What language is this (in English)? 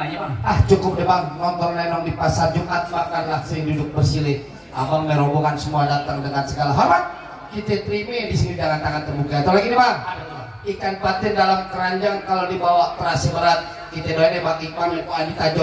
Betawi